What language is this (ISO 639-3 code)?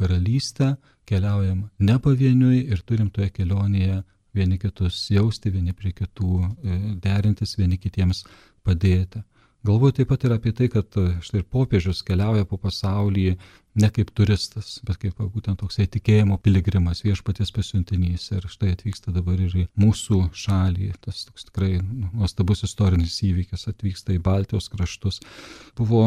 lit